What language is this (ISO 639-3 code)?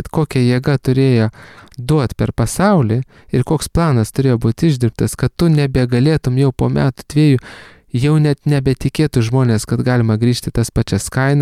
lit